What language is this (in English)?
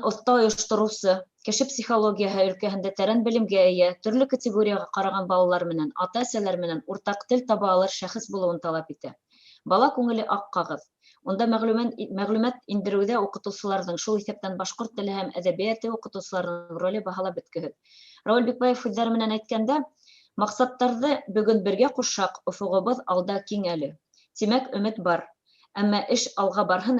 Bashkir